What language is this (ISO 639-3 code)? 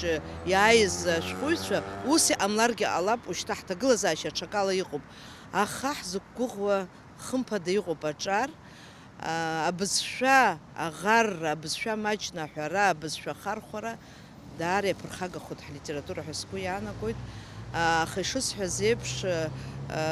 abk